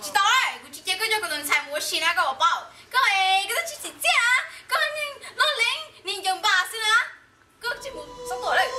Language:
Hmong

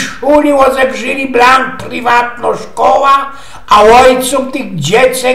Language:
Silesian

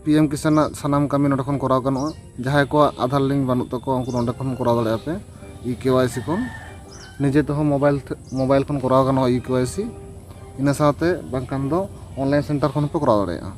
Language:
Santali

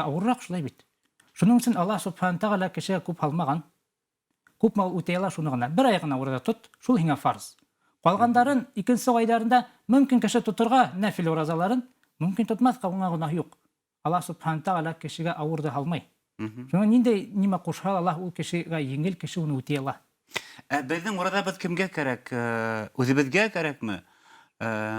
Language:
Bashkir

